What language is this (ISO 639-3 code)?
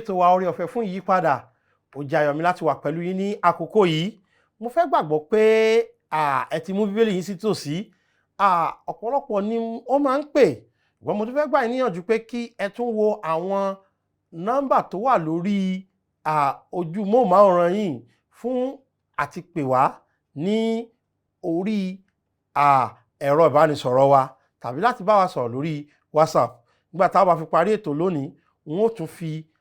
yor